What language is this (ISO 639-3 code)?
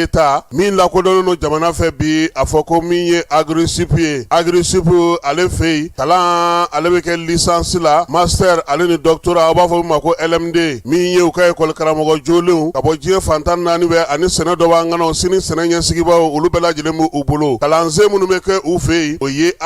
bam